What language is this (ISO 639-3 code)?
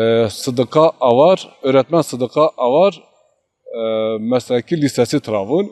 zza